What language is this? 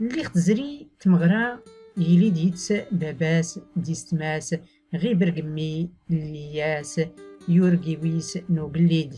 Tachelhit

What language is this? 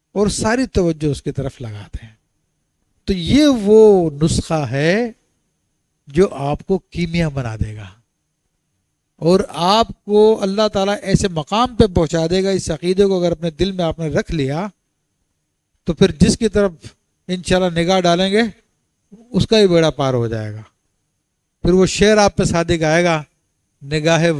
Urdu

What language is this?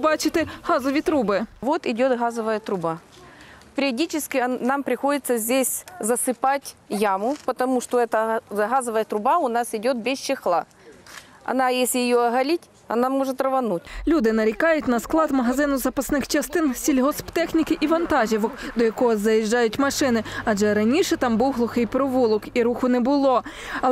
Ukrainian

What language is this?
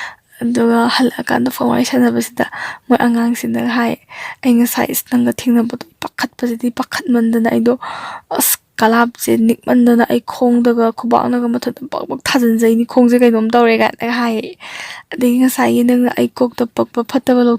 Manipuri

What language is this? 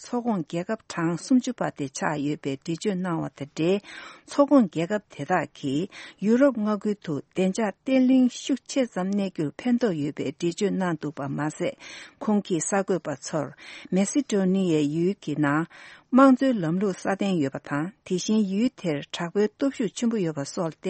Tibetan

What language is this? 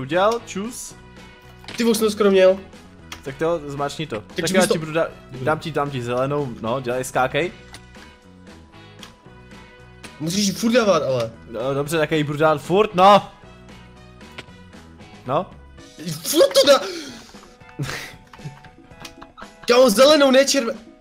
Czech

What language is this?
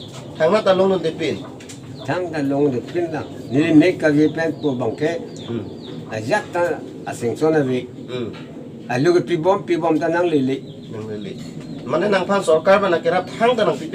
Karbi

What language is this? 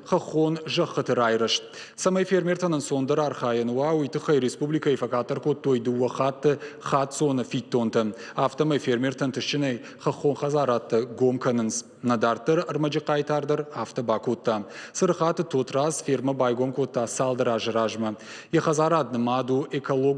Ossetic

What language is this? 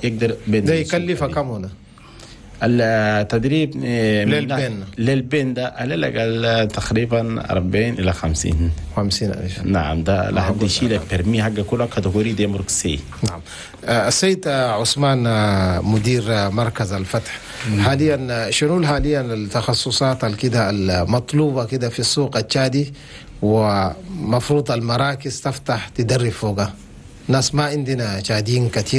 Chadian Arabic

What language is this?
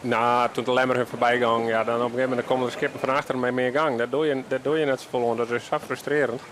Western Frisian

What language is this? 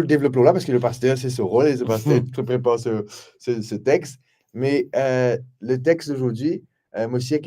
Morisyen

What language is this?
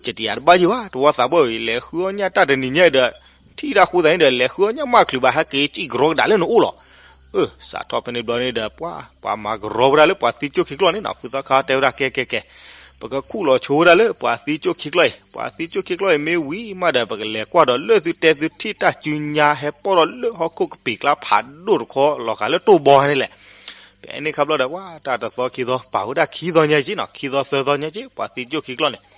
S'gaw Karen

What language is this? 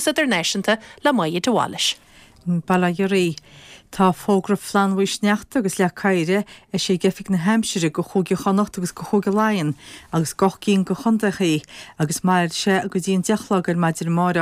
Irish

